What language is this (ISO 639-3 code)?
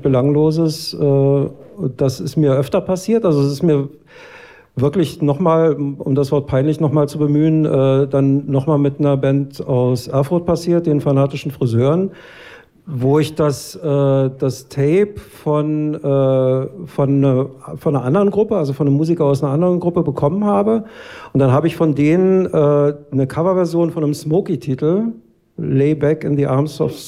deu